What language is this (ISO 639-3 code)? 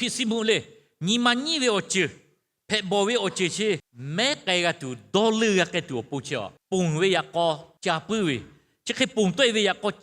lhu